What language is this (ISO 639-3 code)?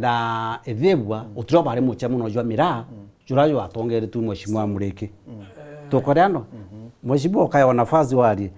mer